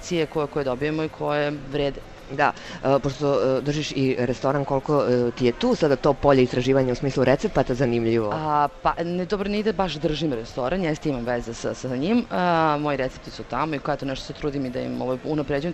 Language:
Serbian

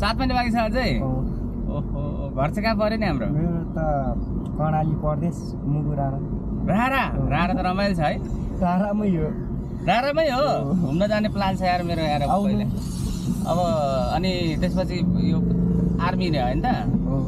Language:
Nepali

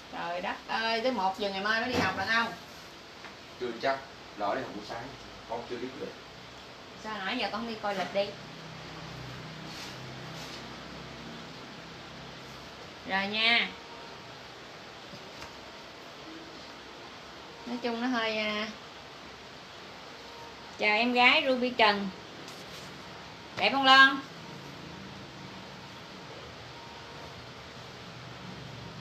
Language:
Vietnamese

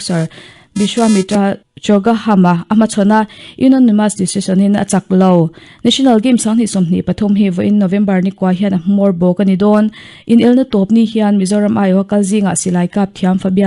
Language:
Mizo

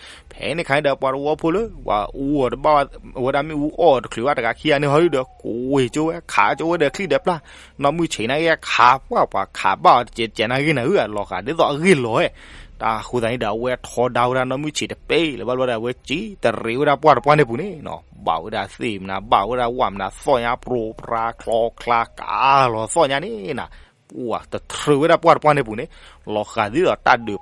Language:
S'gaw Karen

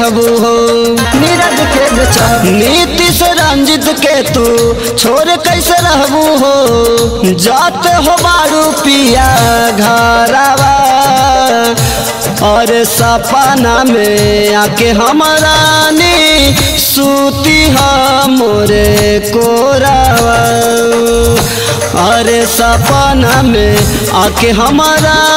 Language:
Bhojpuri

